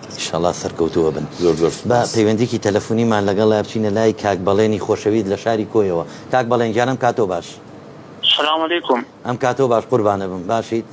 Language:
Central Kurdish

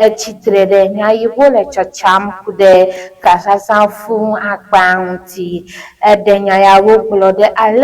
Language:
Ewe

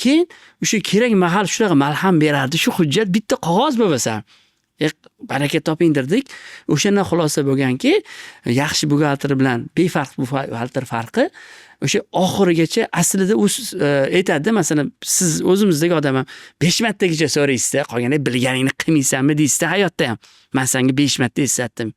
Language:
Uzbek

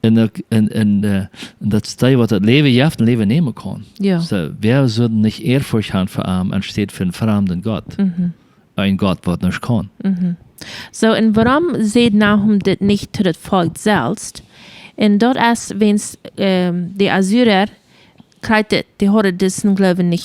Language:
Plautdietsch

